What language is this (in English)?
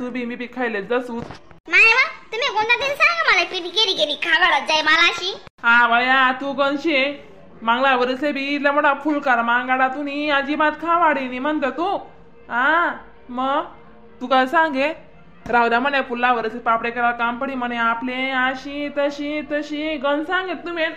Khandesi